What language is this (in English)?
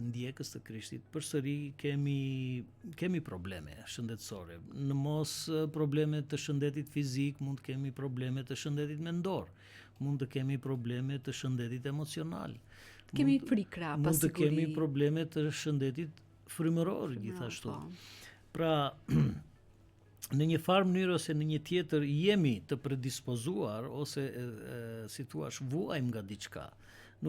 Albanian